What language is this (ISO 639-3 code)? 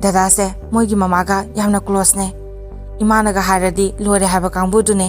mni